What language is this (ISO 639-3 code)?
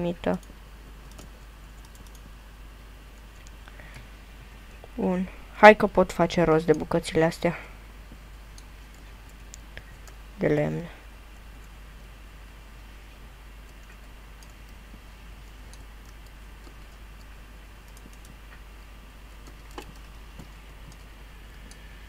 ron